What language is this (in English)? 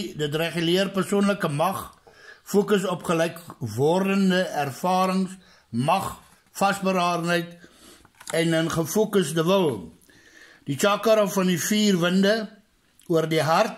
Afrikaans